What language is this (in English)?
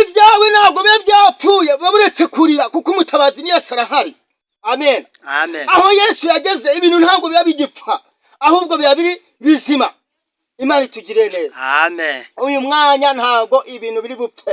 Kinyarwanda